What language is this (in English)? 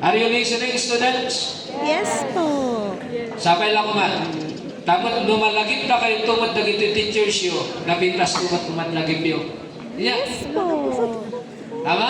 Iloko